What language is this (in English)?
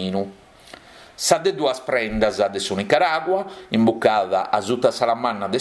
Sardinian